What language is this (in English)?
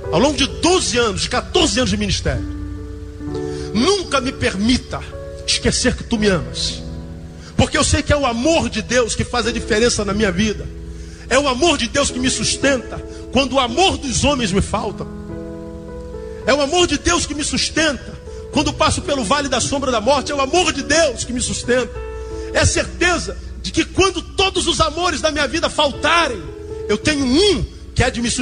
Portuguese